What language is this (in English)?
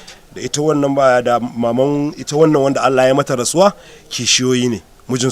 Hausa